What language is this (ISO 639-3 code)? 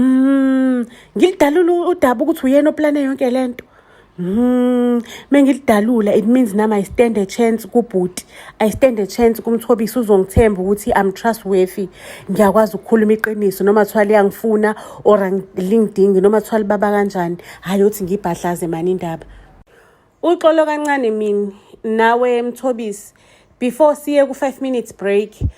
zul